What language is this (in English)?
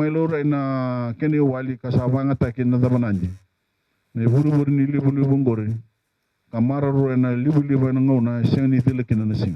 Fijian